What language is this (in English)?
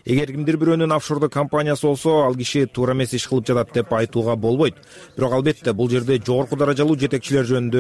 Kyrgyz